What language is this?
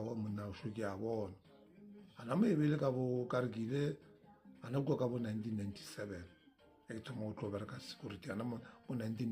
Northern Sotho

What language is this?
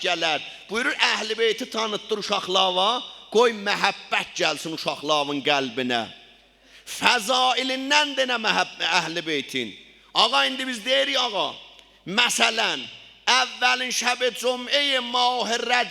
South Azerbaijani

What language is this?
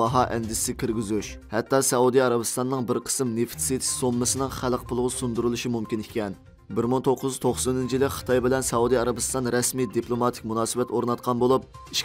Uyghur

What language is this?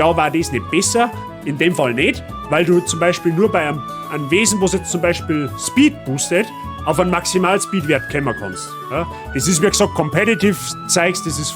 Bavarian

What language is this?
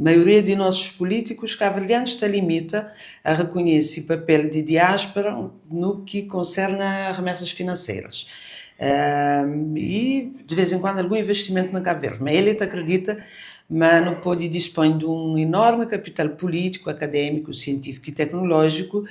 Kabuverdianu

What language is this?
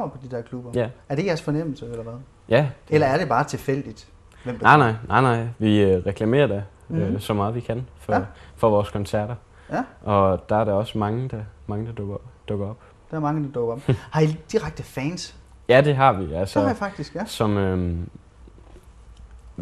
Danish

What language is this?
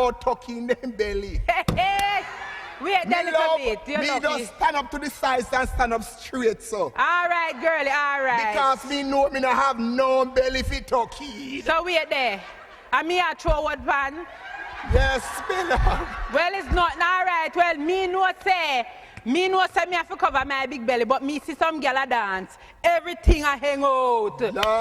Jamaican Creole English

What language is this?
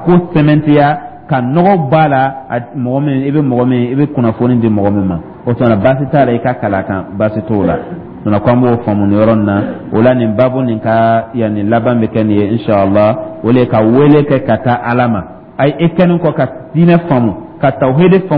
Dyula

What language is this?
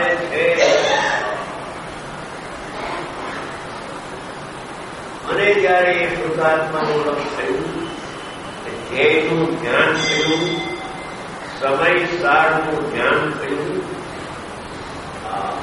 Gujarati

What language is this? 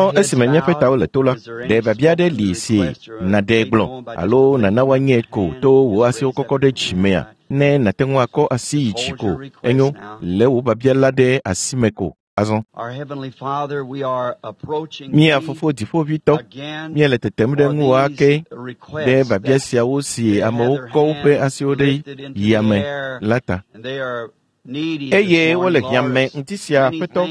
Ewe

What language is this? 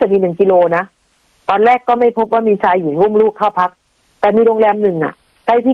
Thai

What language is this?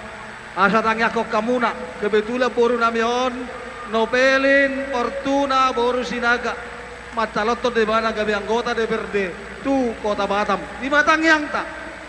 Batak Toba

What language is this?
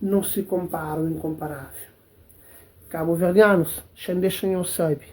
Kabuverdianu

